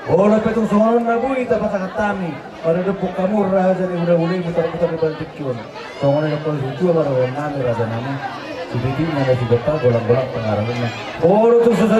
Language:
Batak Toba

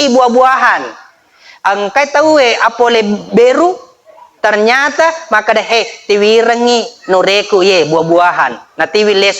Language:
Buginese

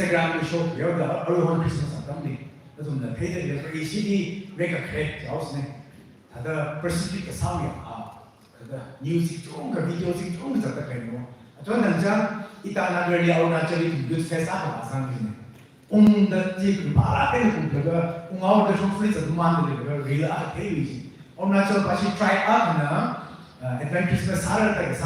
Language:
Tangkhul Naga (India)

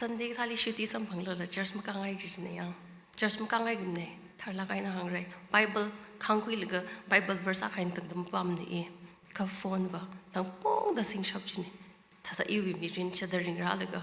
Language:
Tangkhul Naga (India)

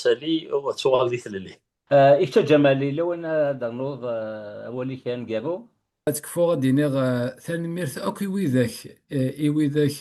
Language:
Kabyle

